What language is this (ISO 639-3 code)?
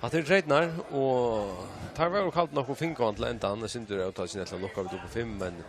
fao